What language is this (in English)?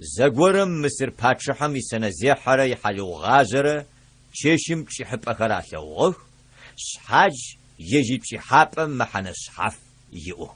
Adyghe